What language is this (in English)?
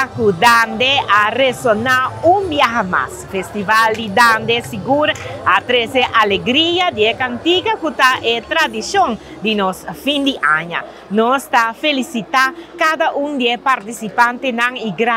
Papiamento